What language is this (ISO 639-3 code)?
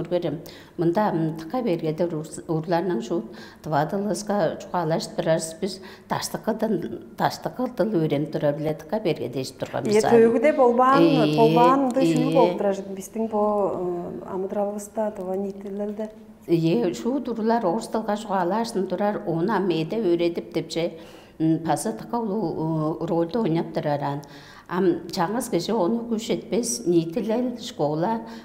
tyv